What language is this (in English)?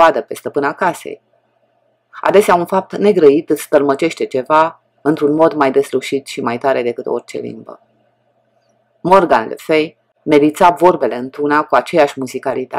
Romanian